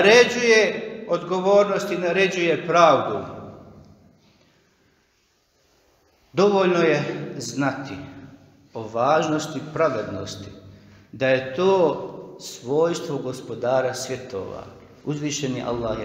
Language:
Bosnian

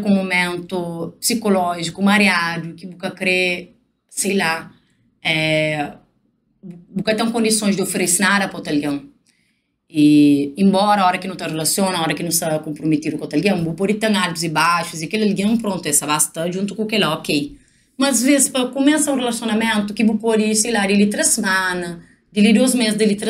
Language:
Kabuverdianu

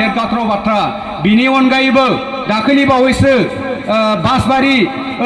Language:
Bodo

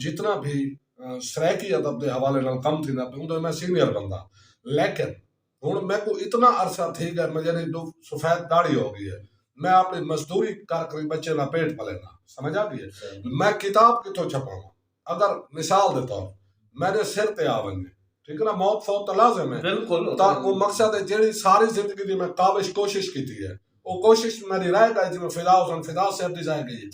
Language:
Saraiki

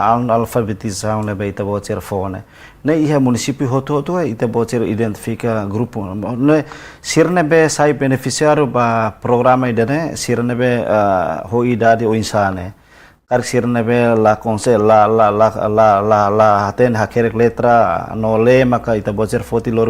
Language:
Tetum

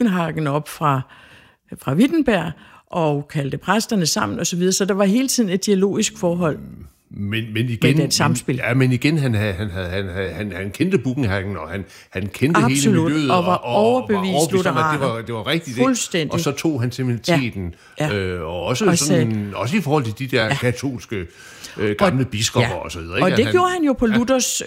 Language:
Danish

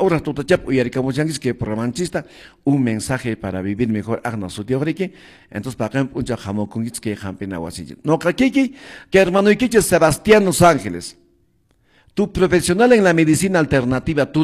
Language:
Quechua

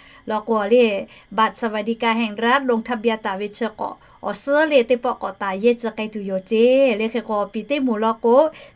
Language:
Lahu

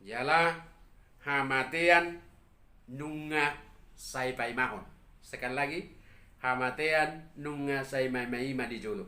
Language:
Batak Toba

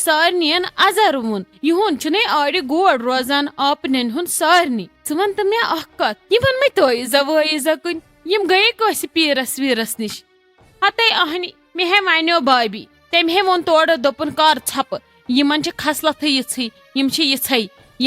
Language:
Kashmiri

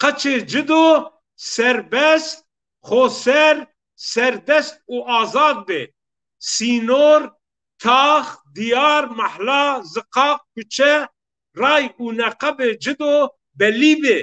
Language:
Zaza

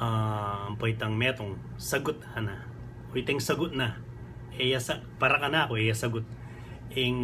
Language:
Pampanga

